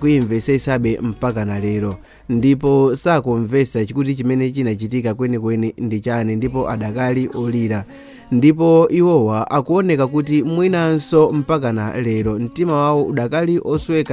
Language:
Nyanja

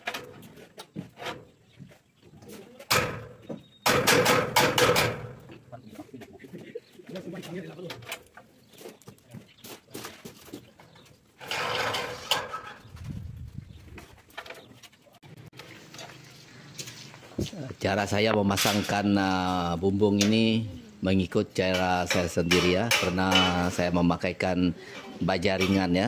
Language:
Malay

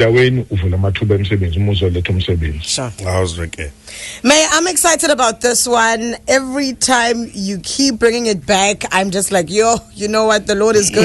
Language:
Zulu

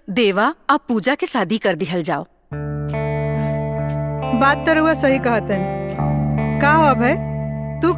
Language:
Bhojpuri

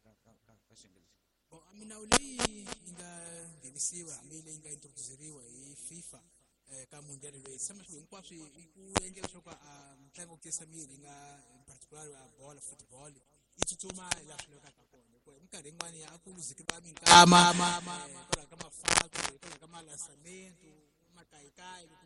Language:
Tsonga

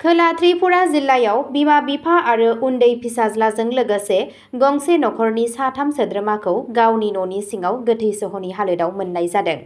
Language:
Bodo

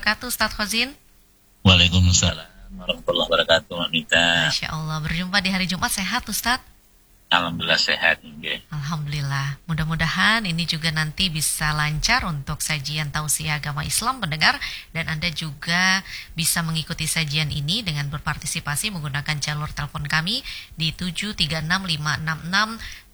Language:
Indonesian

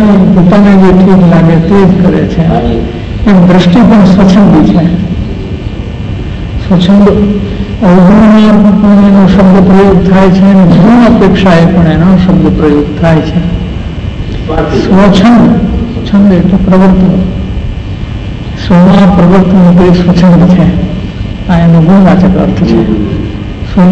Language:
Gujarati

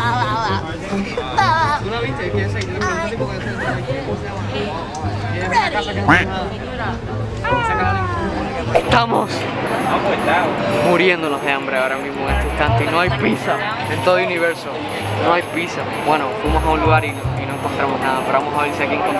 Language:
Spanish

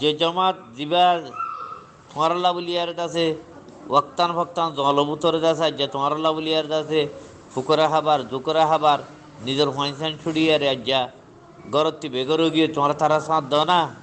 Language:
Rohingya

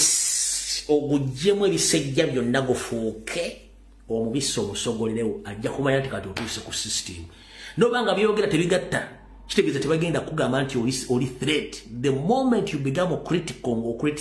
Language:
Ganda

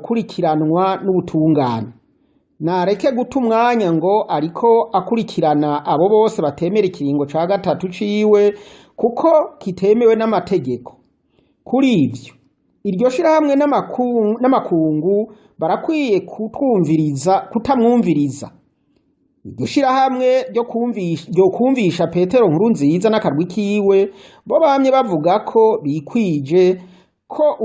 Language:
Rundi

